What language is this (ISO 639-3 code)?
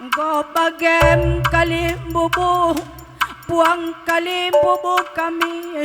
btx